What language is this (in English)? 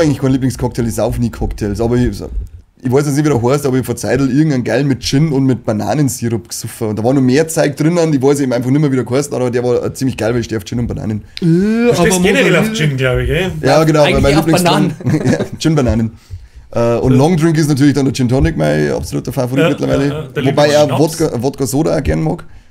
Bavarian